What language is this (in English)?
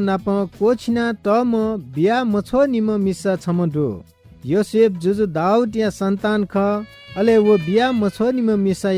Newari